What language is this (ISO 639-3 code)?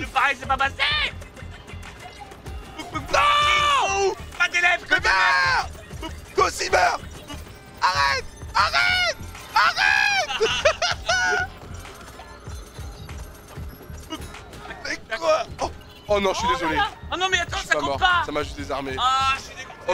fra